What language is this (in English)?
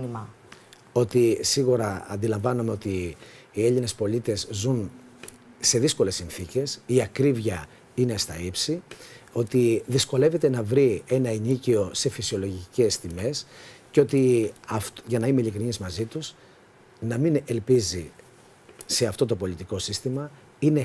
Greek